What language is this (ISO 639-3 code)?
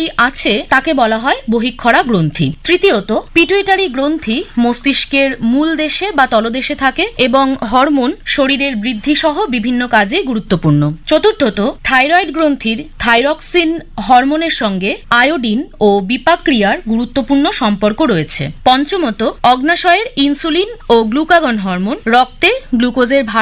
ben